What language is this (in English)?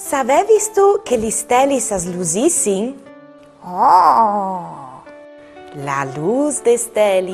Friulian